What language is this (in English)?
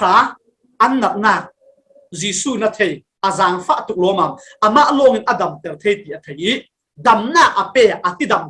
Falam Chin